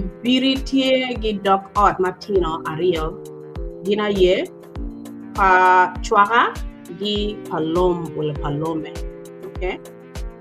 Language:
Acoli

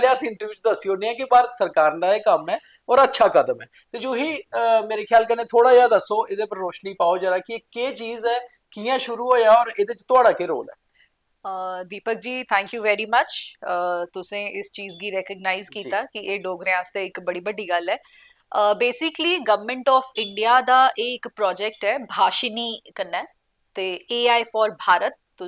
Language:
Dogri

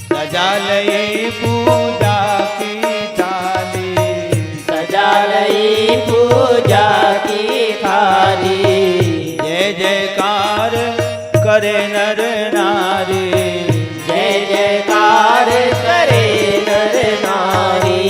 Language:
Chhattisgarhi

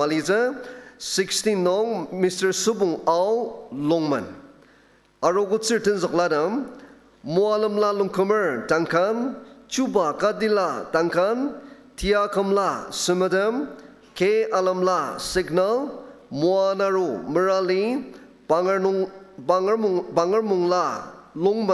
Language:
Ao Naga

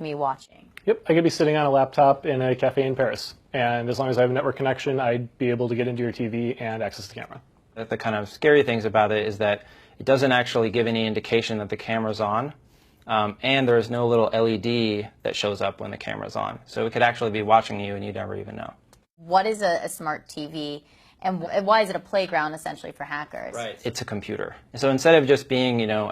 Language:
English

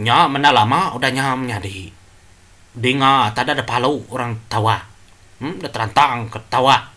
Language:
Iban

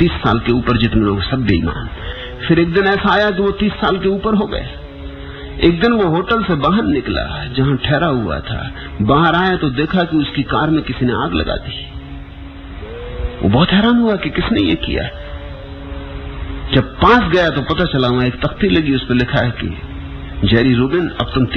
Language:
Hindi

